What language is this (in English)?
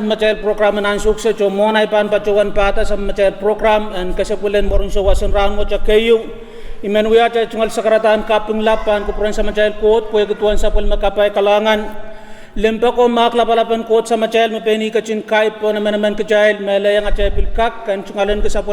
Pohnpeian